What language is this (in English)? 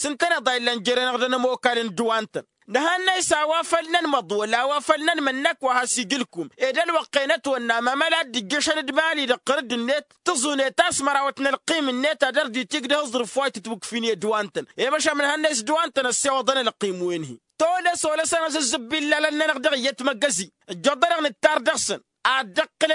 Tamasheq